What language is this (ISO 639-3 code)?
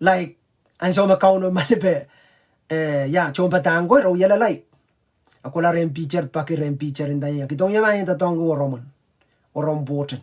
pon